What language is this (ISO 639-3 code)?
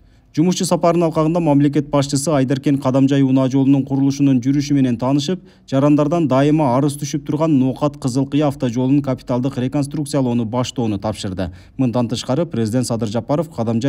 kir